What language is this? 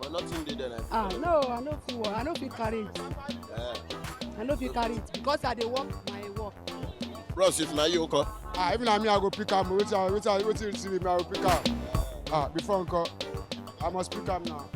Nigerian Pidgin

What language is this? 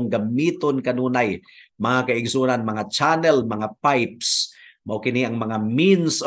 Cebuano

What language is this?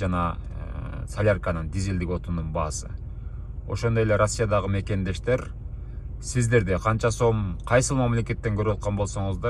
Kyrgyz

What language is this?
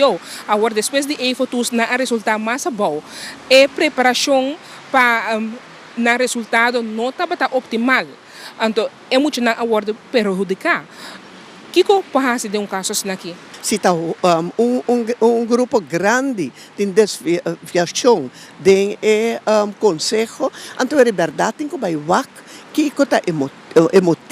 Papiamento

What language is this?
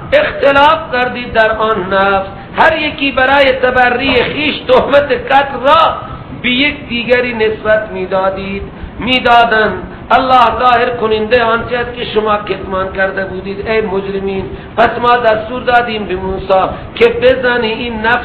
Persian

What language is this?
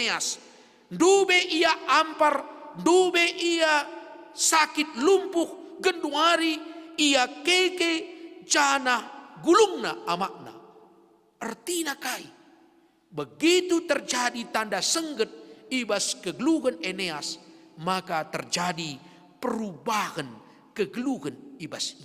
Batak Karo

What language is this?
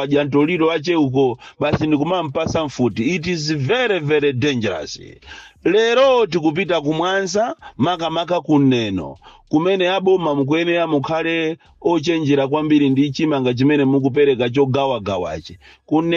Nyanja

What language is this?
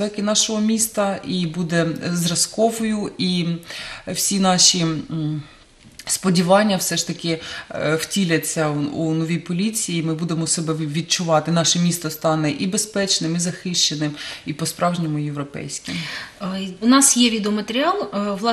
Ukrainian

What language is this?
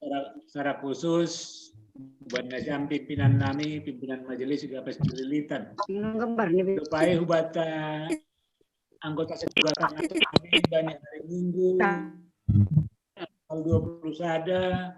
Batak Simalungun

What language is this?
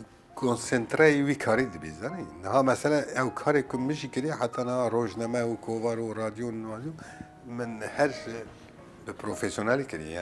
Kurdish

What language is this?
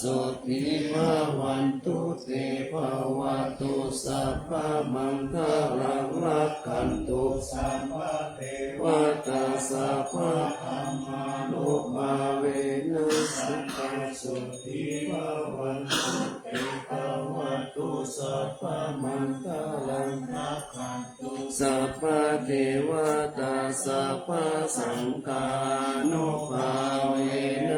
Pali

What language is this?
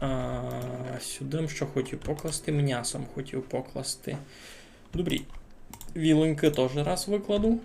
Rusyn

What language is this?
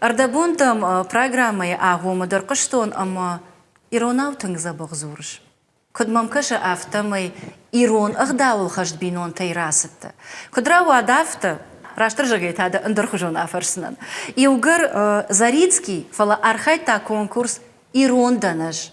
Ossetic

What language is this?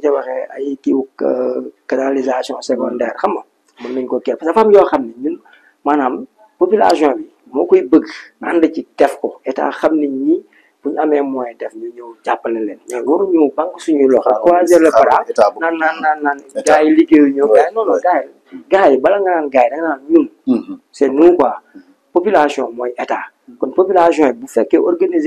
Wolof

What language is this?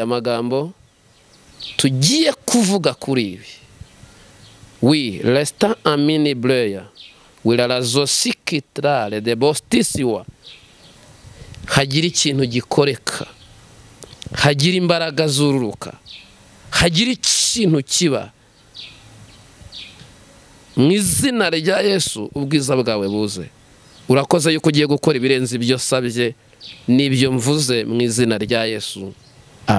Kinyarwanda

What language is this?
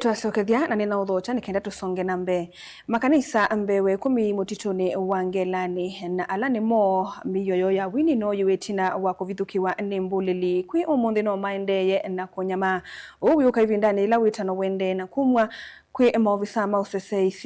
Kamba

